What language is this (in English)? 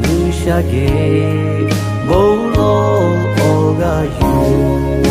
Lahu